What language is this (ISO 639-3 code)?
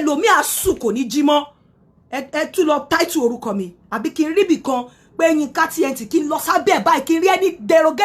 yor